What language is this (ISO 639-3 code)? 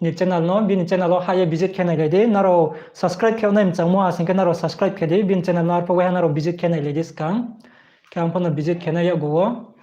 ria